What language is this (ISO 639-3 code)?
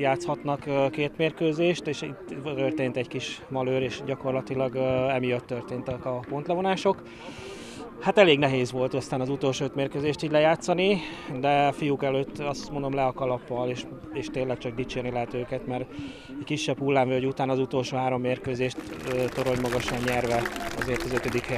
hun